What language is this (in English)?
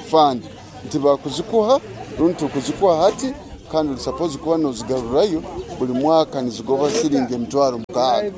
Nyoro